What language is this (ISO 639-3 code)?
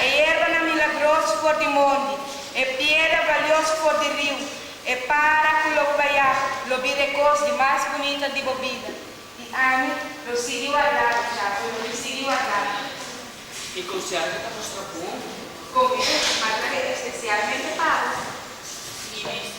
pap